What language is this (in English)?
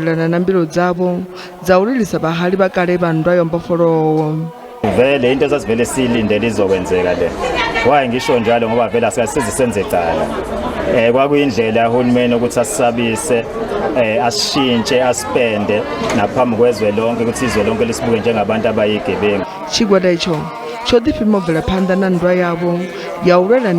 Venda